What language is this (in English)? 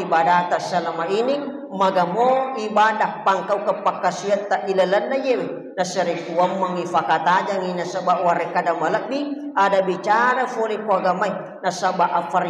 Buginese